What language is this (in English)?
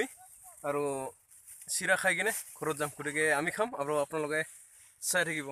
Assamese